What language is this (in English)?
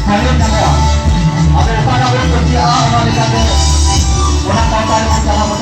Santali